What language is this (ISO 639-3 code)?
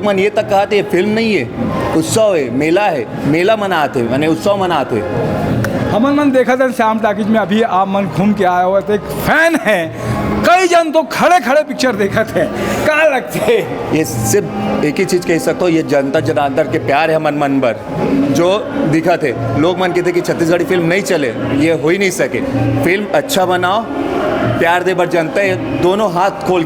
hne